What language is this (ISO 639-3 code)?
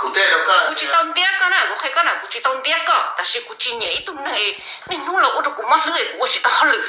hmn